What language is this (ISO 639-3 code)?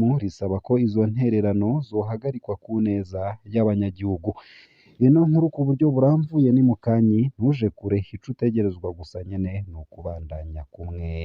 run